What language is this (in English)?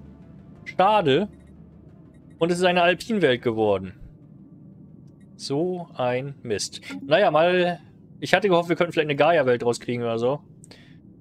German